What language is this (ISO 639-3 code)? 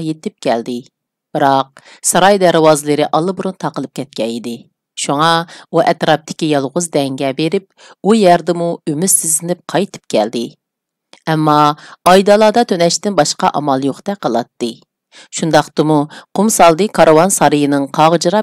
uig